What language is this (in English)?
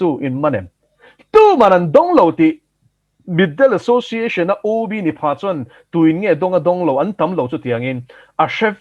Mizo